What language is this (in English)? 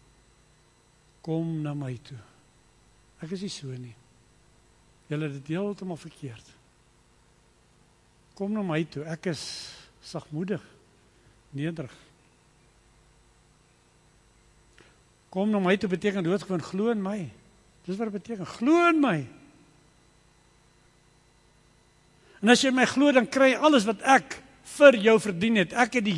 Afrikaans